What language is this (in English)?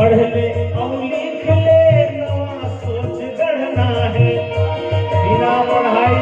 Chhattisgarhi